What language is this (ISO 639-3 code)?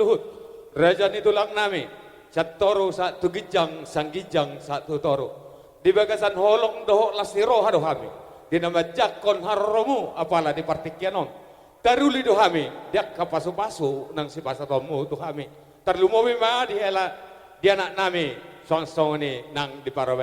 bbc